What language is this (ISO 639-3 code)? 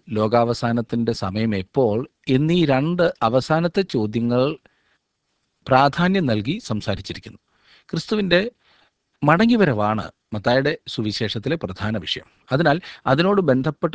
mal